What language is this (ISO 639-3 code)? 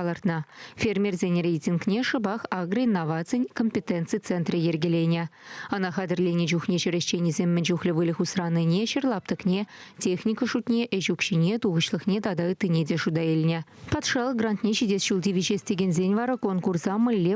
chv